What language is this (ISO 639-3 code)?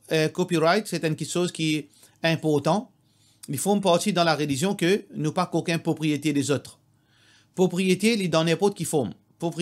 mfe